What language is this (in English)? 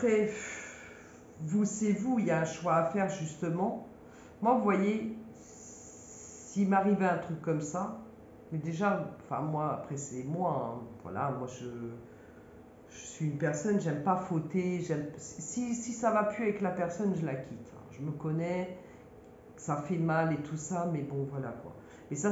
French